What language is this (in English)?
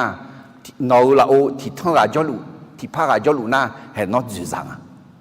Akha